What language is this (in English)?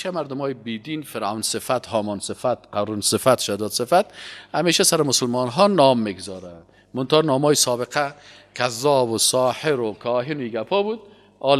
Persian